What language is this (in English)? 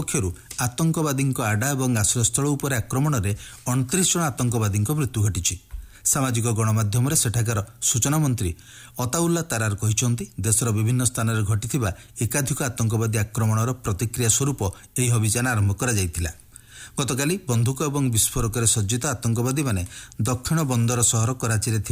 Odia